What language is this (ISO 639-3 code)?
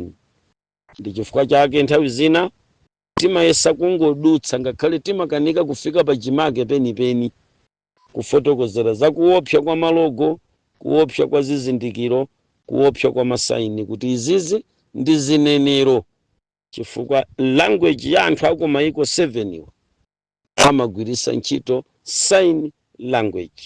nya